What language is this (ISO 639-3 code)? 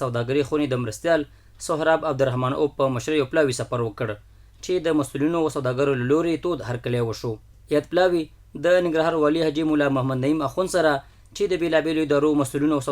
pus